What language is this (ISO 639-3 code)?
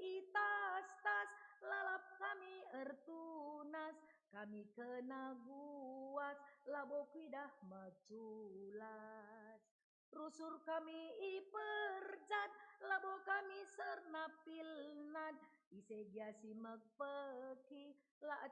btx